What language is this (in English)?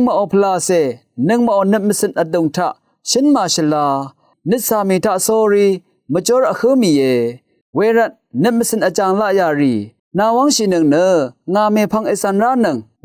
Rawang